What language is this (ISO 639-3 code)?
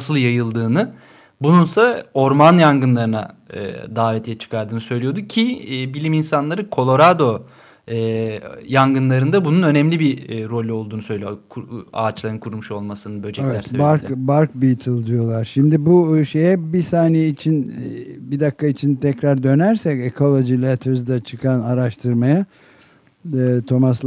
tur